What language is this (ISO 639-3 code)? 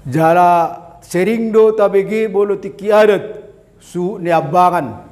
bbc